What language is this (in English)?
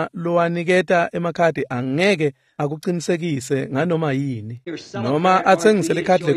Swati